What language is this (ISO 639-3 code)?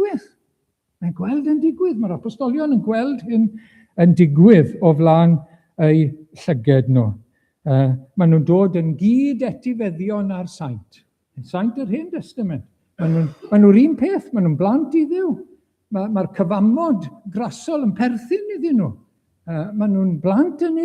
cym